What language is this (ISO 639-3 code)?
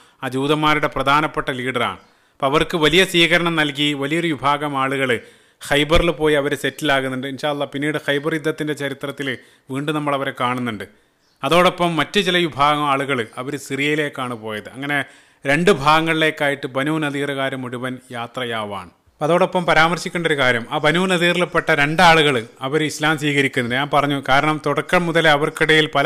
mal